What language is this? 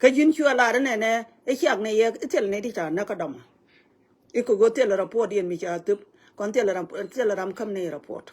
Nuer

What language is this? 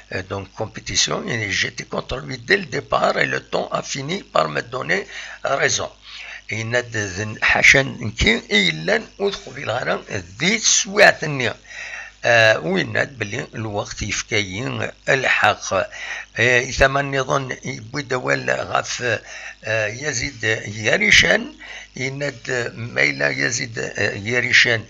Kabyle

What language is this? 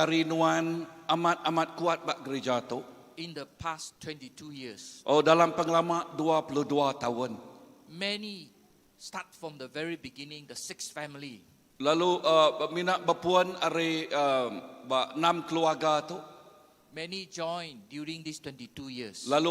Iban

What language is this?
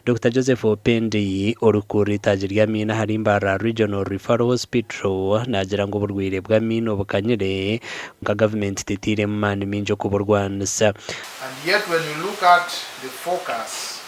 Nyankole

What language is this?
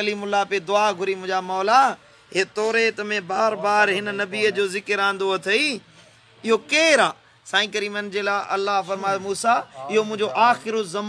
Sindhi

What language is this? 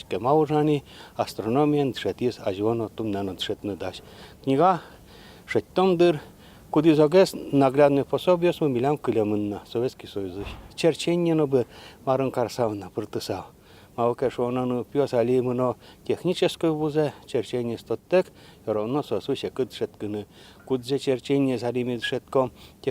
Udmurt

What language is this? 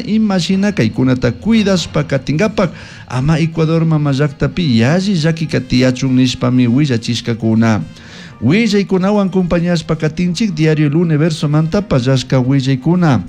Chimborazo Highland Quichua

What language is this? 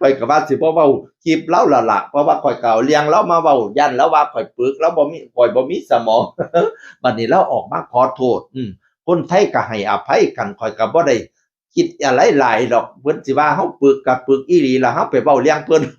Northeastern Thai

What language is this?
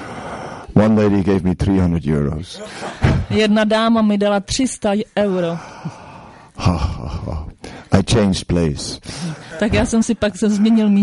Czech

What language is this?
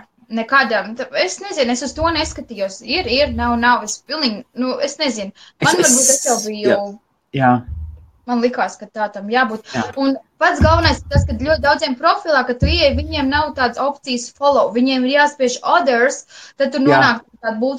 Latvian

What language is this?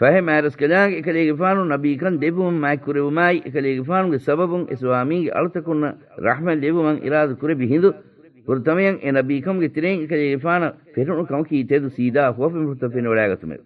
Divehi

